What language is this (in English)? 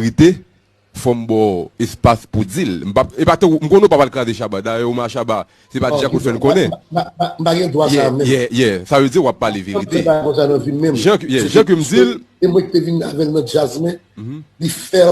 Haitian Creole